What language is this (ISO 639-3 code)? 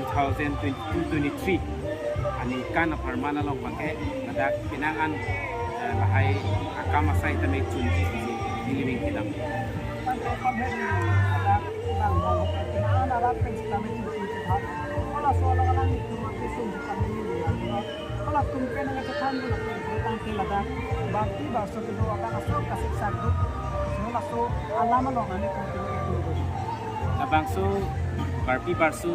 mjw